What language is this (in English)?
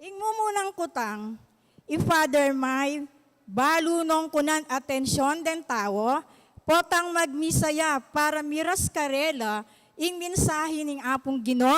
Pampanga